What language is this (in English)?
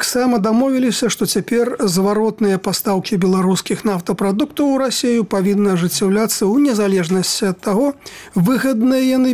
Belarusian